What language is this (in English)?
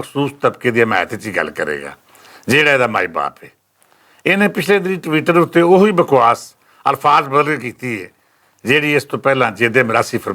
Western Panjabi